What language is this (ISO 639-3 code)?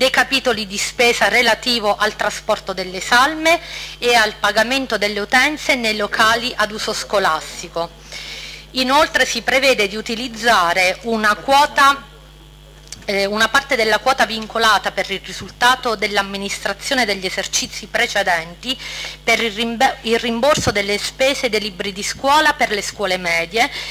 ita